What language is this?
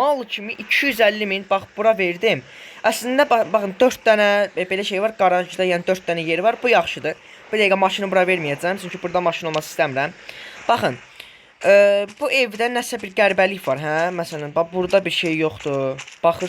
Azerbaijani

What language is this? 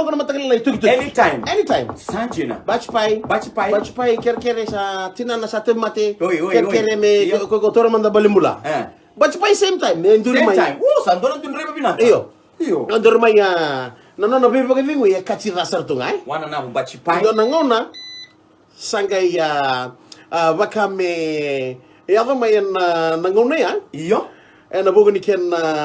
Fijian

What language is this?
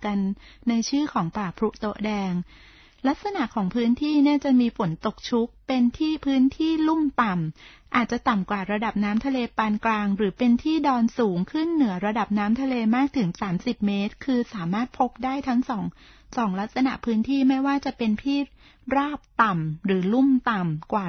Thai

